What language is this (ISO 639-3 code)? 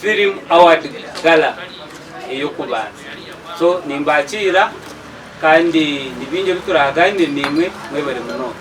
nyn